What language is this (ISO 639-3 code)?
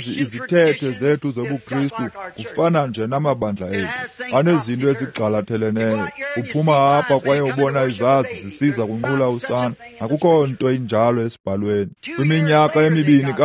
xho